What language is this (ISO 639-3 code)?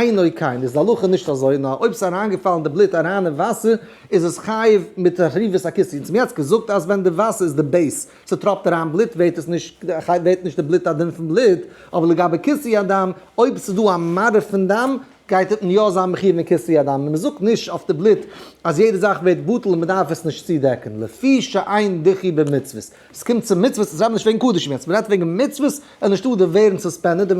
yid